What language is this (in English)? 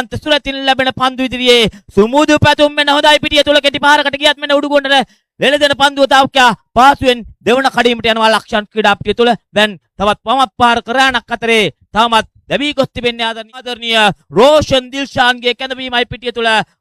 Sinhala